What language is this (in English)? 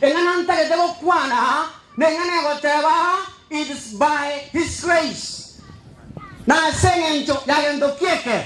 Gusii